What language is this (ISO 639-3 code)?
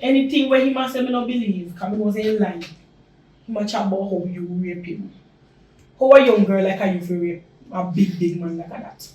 jam